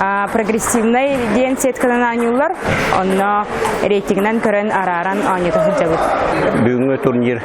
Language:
Yakut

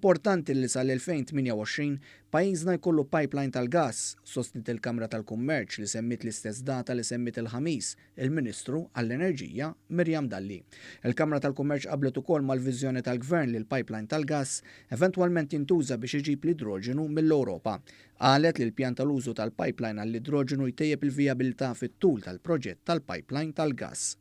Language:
Maltese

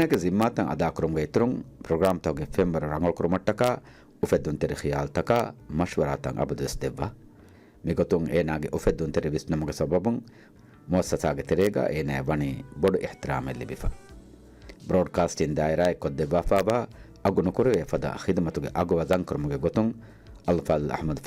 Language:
Divehi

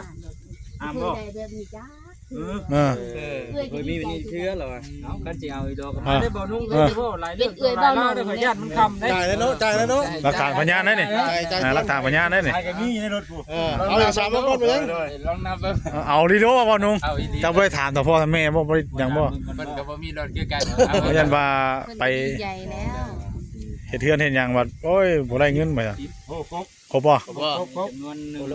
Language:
Northeastern Thai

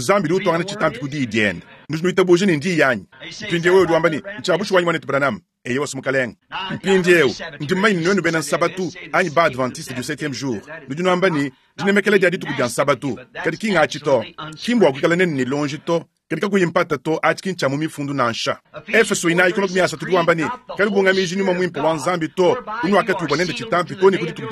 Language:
Luba-Lulua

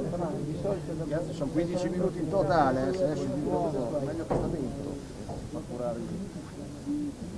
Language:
Italian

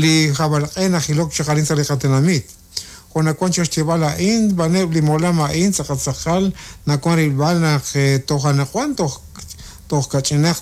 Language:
Kekchí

